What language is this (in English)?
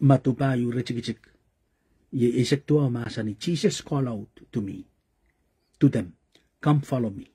Pohnpeian